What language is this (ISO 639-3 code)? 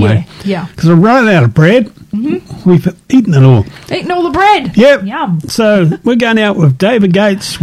eng